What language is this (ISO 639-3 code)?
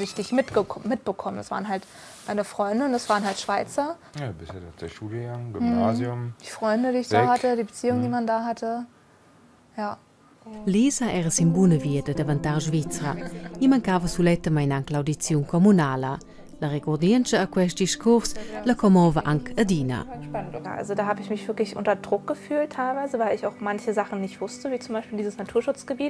roh